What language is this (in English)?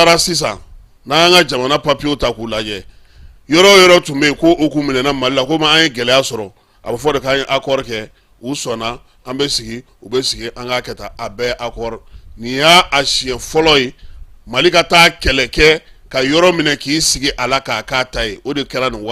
Bambara